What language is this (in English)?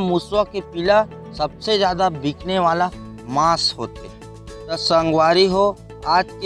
Chhattisgarhi